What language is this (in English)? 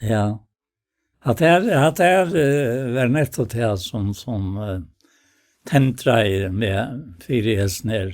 Faroese